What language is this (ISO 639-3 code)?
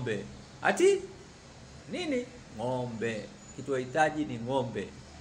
swa